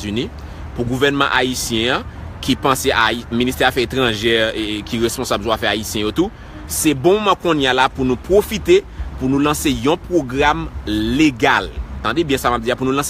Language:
Haitian Creole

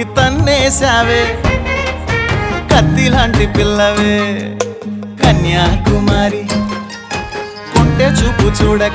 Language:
Telugu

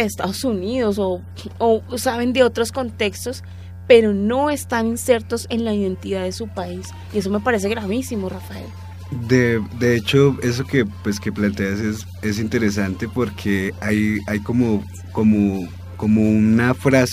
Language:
Spanish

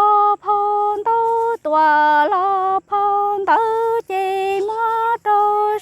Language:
Hmong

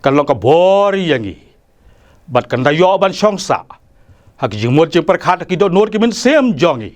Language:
Khasi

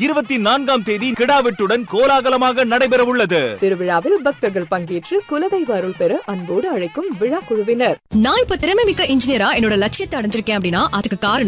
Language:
Tamil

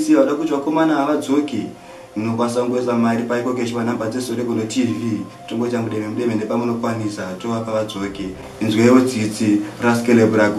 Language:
Shona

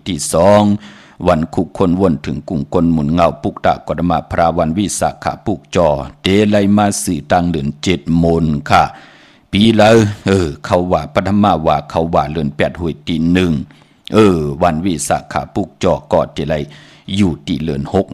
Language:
Shan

